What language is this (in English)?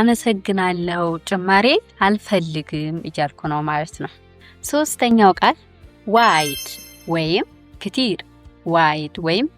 Amharic